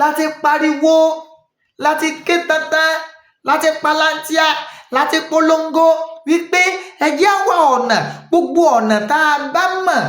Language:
Yoruba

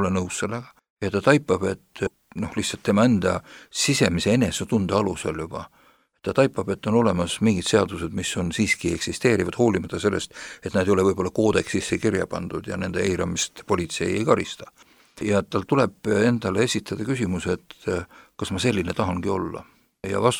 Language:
Estonian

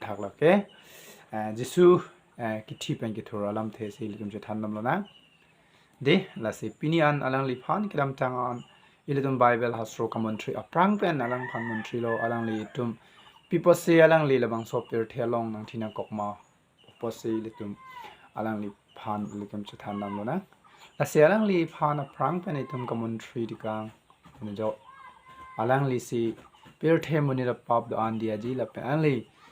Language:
Karbi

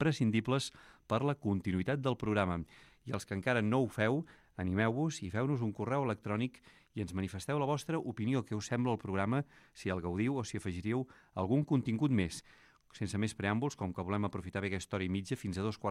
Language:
Catalan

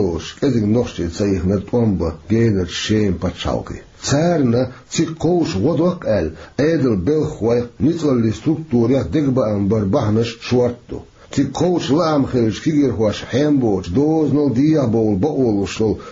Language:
Chechen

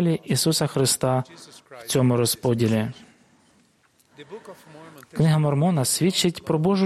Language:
Ukrainian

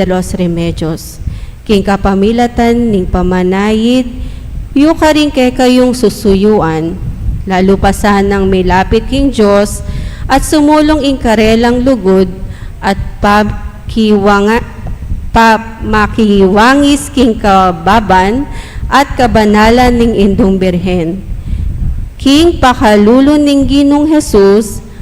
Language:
Pampanga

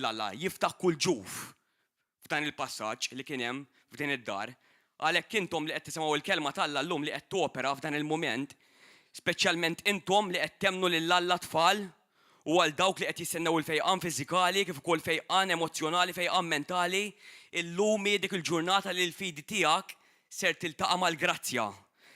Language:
Maltese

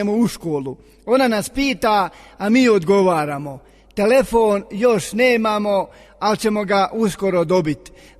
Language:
Bosnian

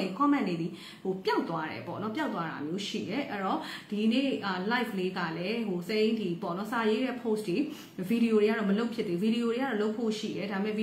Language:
Burmese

